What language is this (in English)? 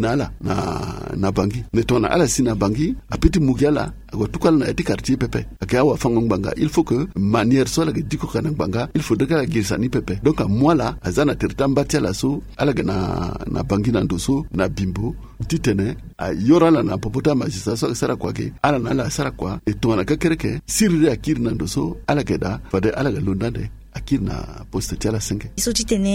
Sango